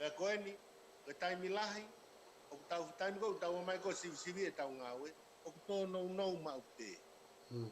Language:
Tongan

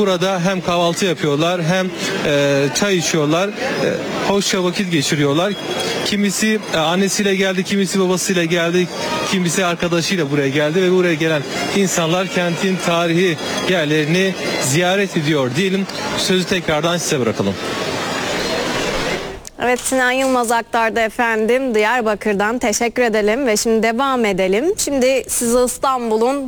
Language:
Turkish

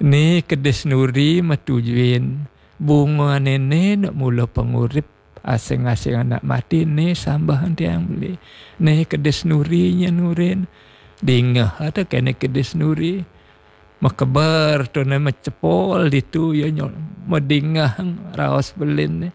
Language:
Balinese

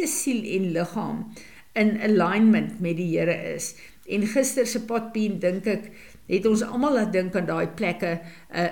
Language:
Afrikaans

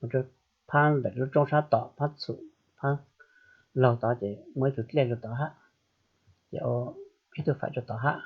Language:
Hmong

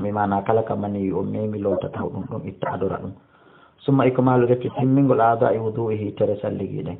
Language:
Fula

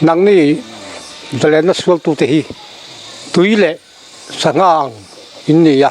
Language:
Mizo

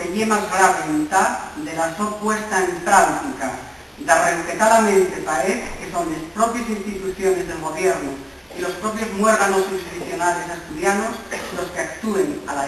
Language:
Asturian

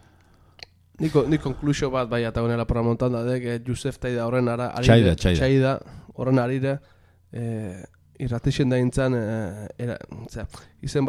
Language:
Basque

